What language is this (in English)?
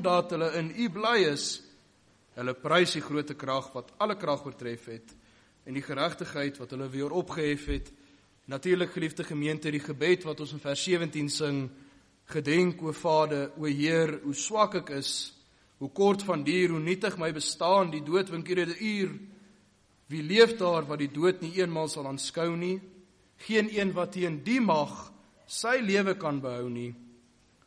Afrikaans